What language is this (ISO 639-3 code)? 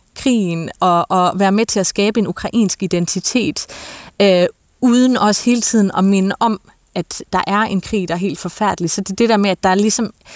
dan